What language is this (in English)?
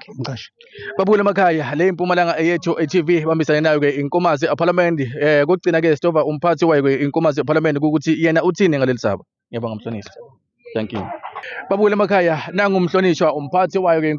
Zulu